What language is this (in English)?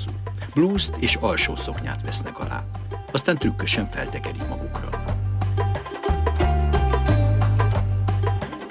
Hungarian